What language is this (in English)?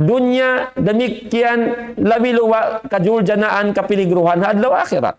Tausug